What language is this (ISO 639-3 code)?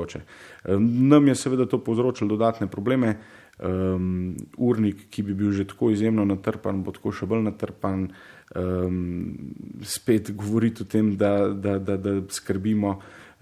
slv